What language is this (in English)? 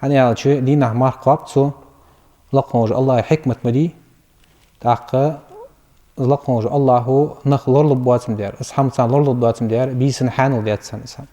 Ingush